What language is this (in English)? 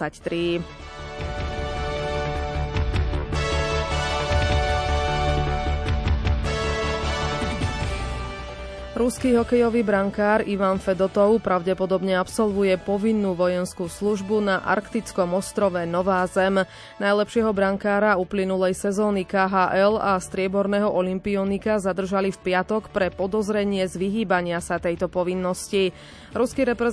Slovak